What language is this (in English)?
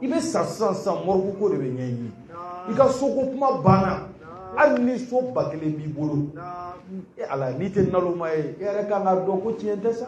Bambara